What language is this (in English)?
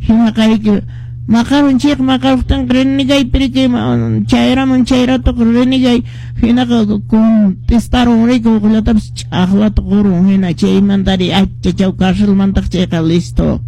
Quechua